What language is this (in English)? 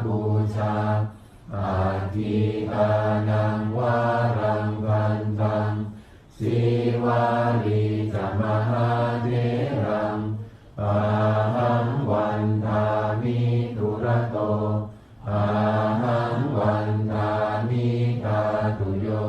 Pali